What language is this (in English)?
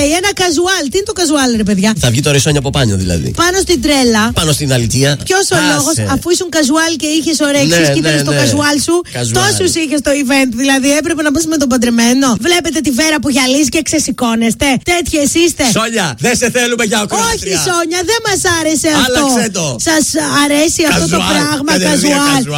Greek